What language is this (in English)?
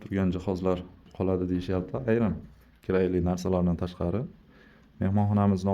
Uzbek